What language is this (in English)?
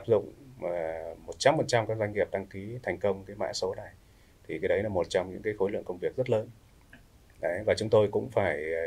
Vietnamese